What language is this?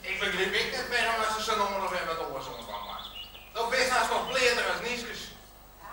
Western Frisian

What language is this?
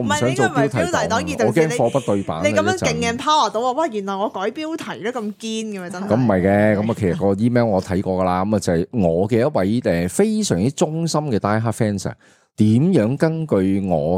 Cantonese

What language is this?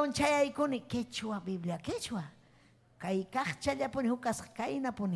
Ayacucho Quechua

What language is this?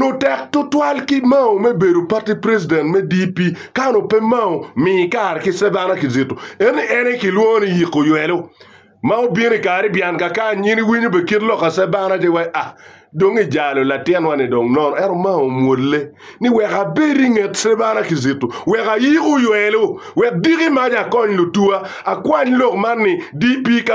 Acoli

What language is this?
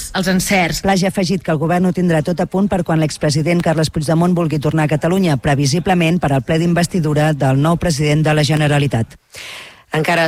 Catalan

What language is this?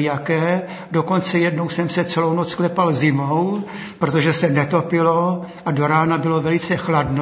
Czech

